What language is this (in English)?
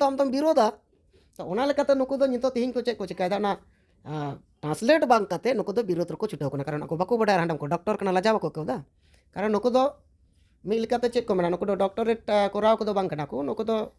Santali